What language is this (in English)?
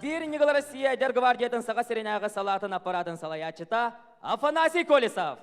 Yakut